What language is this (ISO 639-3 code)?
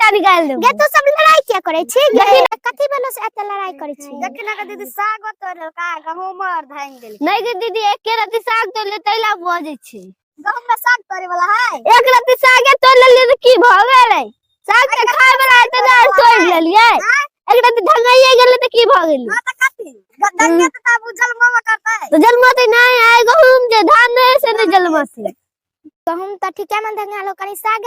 mai